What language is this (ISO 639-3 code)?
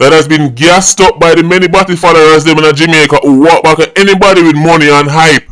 jam